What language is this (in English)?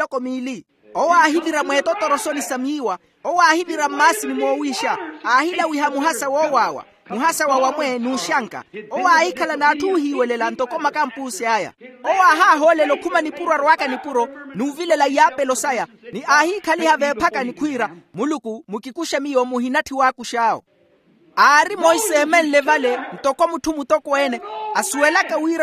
Makhuwa